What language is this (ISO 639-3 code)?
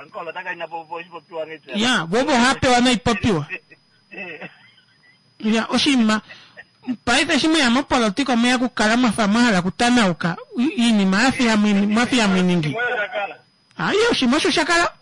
kua